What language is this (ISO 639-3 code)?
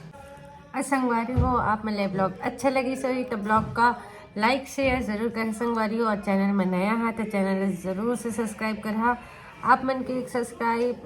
hne